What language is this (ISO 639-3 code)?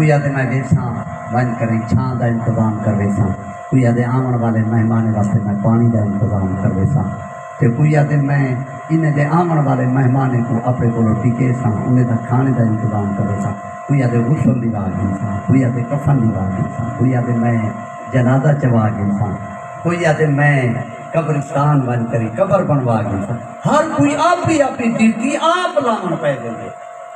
skr